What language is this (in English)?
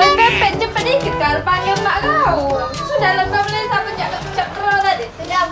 Musi